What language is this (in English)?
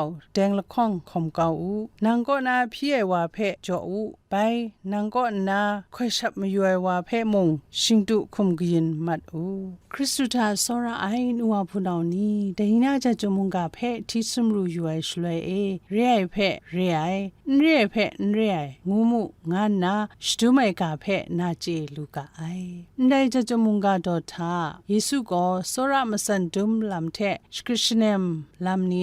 Kachin